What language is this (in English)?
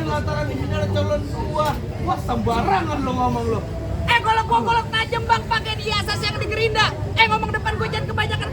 Betawi